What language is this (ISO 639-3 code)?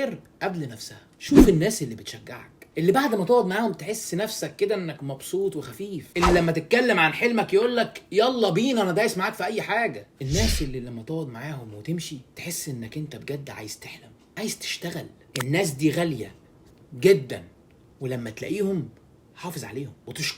arz